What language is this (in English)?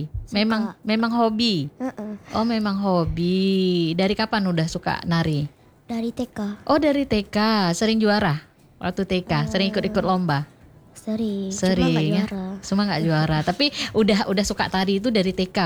Indonesian